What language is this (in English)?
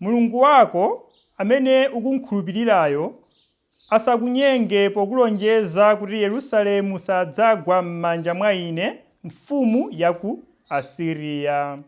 Nyanja